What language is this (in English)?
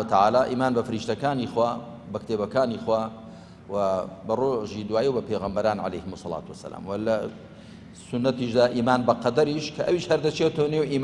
Central Kurdish